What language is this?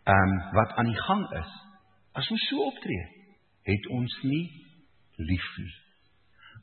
Afrikaans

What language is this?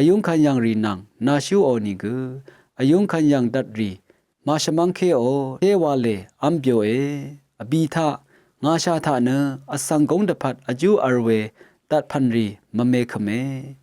Rawang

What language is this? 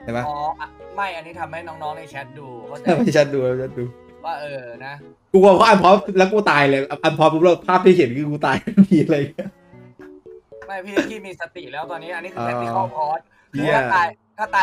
Thai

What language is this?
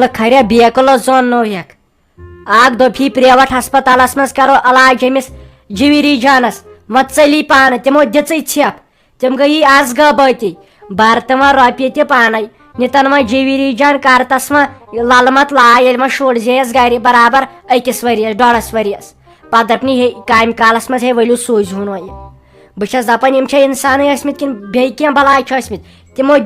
Kashmiri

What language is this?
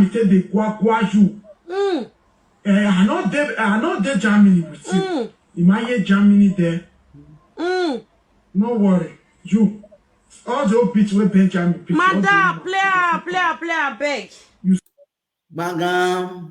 Nigerian Pidgin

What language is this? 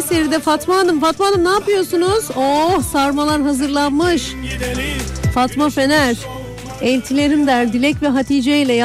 Turkish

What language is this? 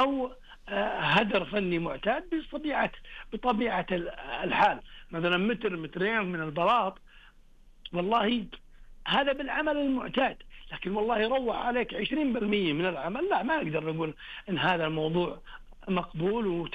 Najdi Arabic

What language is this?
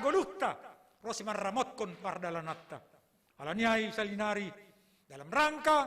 Batak Simalungun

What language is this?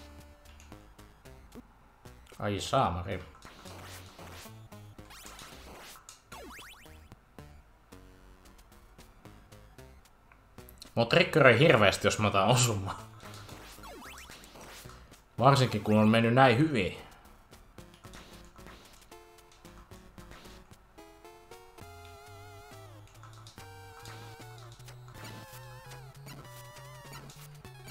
Finnish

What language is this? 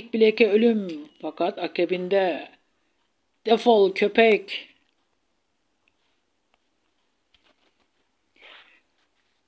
Turkish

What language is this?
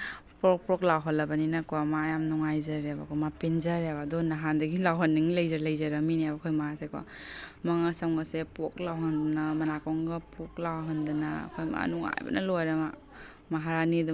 Manipuri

